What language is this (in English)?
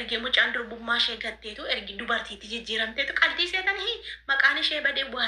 Oromo